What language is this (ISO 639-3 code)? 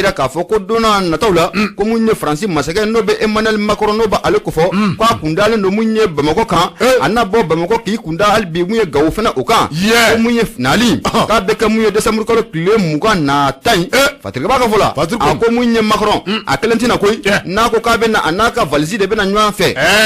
bam